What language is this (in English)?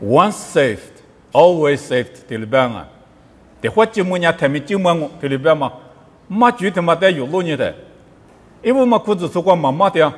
Lisu